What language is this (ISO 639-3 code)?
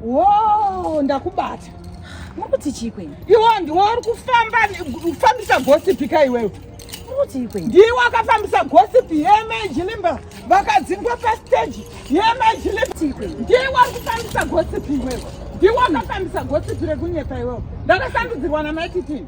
sna